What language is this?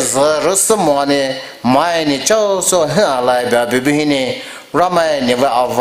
Poumei Naga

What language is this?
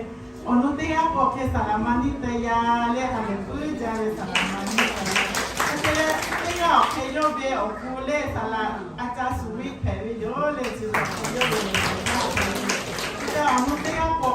Lahu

